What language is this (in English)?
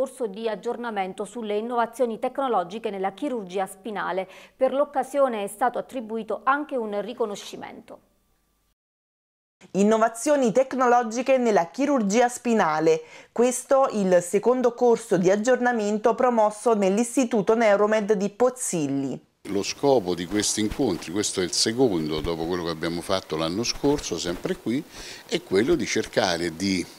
Italian